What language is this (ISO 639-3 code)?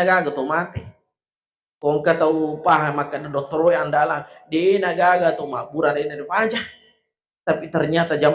bug